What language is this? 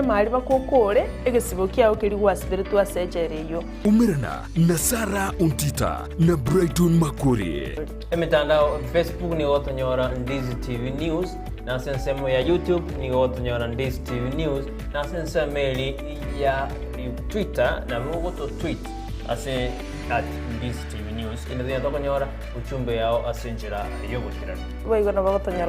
Gusii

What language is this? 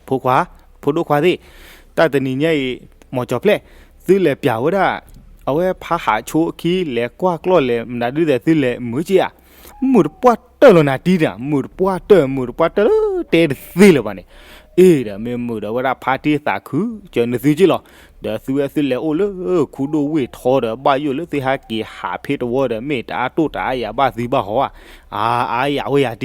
S'gaw Karen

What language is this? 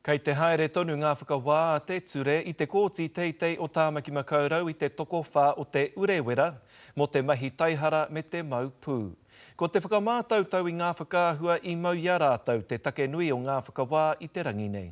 Māori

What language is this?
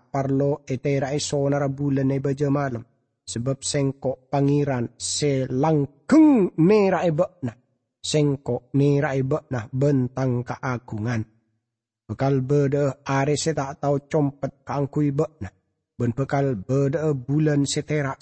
Madurese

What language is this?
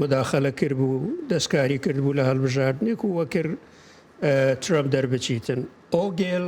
Central Kurdish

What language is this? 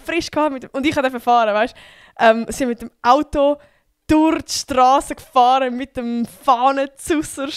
Swiss German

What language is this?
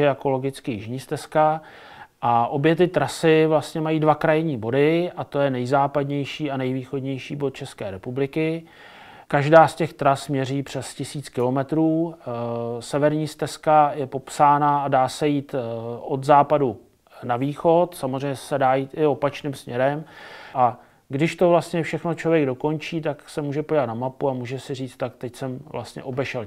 Czech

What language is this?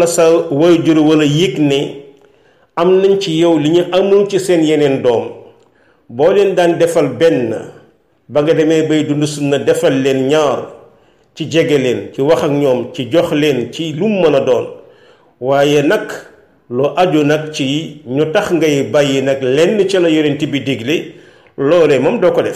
Wolof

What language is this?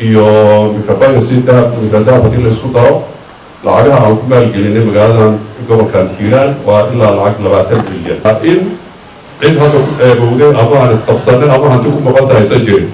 Somali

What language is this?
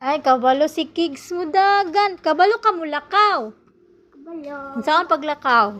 Cebuano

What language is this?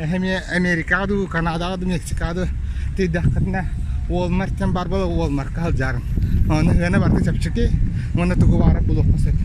Yakut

